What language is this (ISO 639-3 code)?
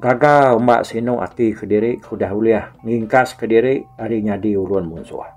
iba